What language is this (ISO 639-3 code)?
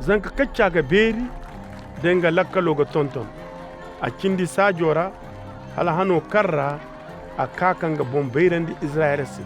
ses